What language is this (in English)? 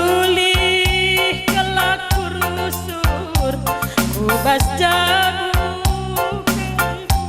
Batak Karo